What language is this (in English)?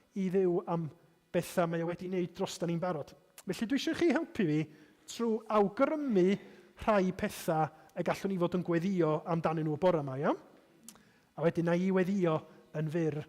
Welsh